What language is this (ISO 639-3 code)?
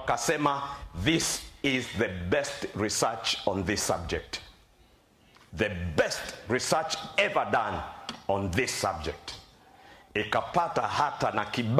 swa